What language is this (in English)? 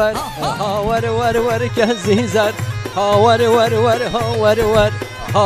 Kurdish